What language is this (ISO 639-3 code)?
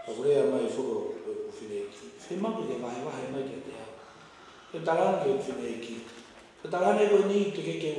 ton